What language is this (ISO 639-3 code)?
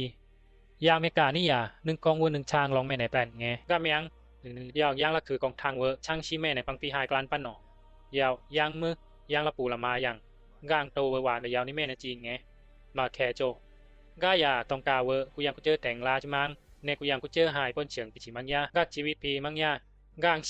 bzi